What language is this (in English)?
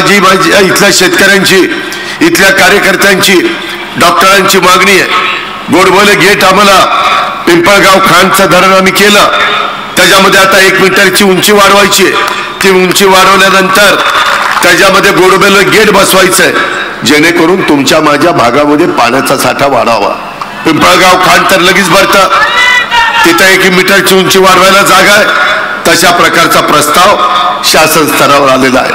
Marathi